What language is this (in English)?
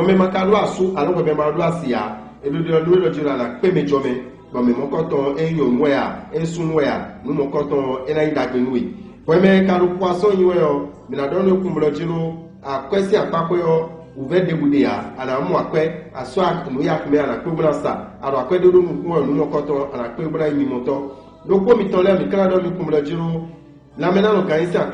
Fon